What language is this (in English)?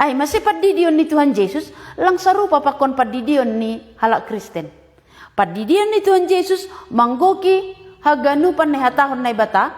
Batak Simalungun